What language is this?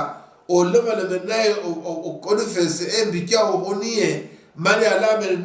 Luyia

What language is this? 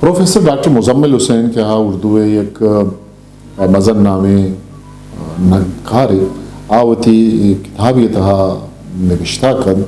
Eastern Balochi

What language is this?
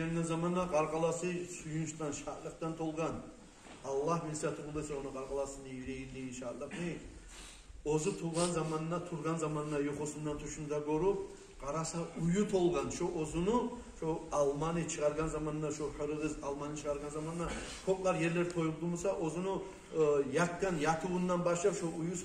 Kumyk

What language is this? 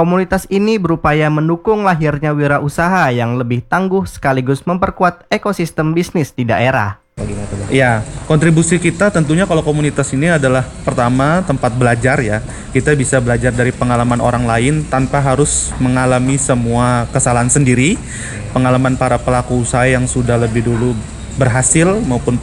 Indonesian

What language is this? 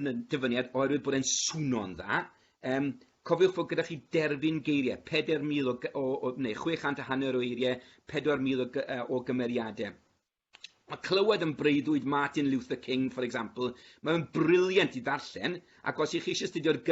Welsh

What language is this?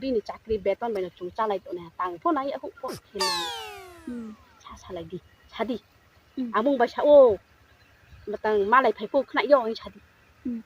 Riang (India)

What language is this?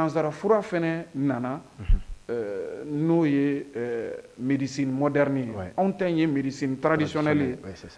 Bambara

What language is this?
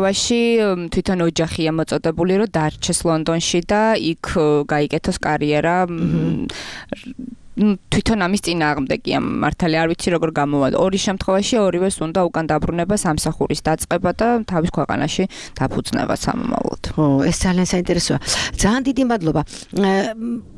Georgian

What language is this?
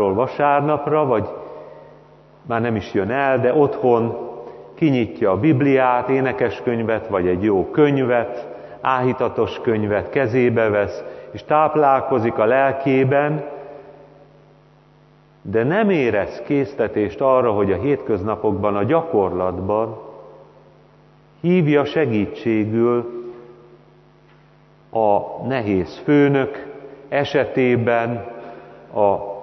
Hungarian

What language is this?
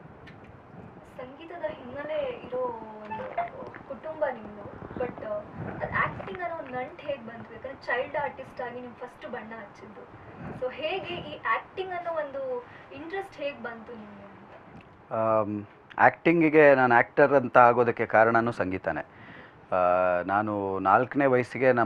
Kannada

